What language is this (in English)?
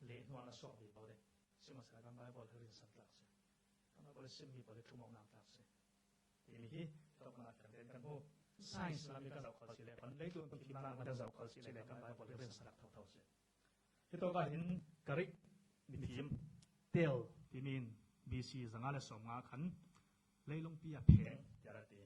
Falam Chin